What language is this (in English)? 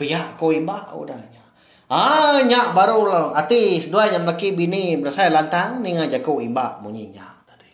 Iban